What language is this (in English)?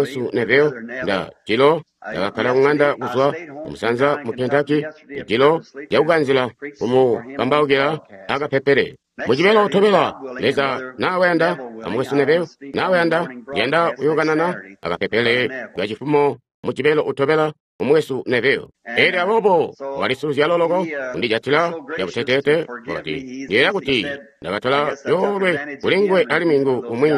Tonga (Zambia)